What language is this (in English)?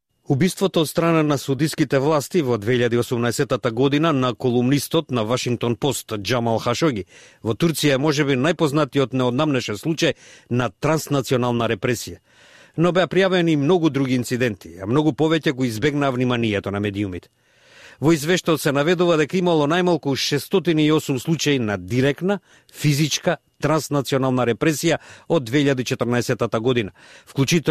Macedonian